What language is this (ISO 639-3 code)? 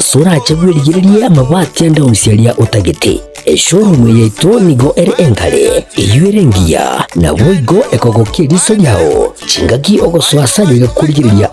guz